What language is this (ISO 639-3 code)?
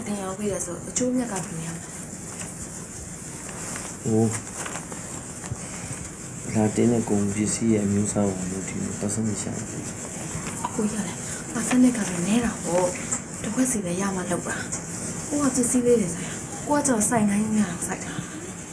mya